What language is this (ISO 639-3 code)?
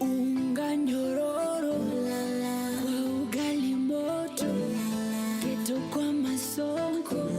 mer